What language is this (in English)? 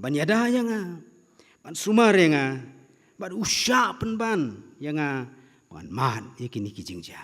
Khasi